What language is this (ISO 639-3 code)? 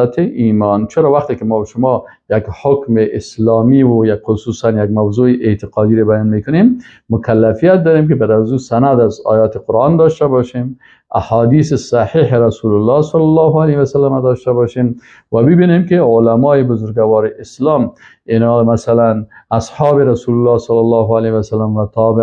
fas